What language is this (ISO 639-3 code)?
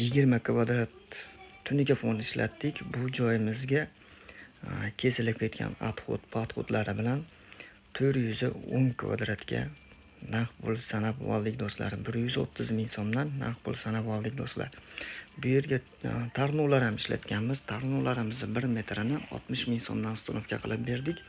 uzb